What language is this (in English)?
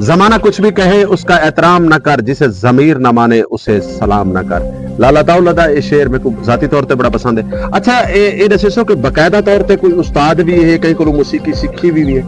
Saraiki